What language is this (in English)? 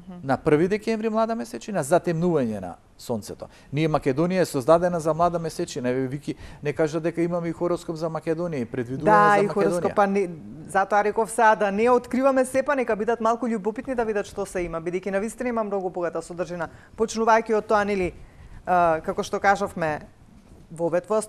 Macedonian